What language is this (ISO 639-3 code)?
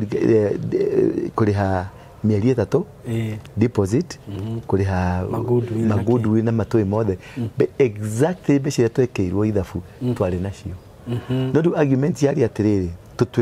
kik